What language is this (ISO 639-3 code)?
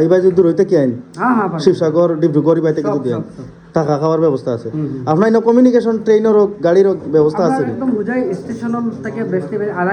syl